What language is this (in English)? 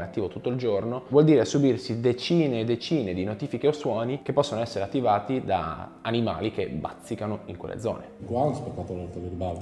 Italian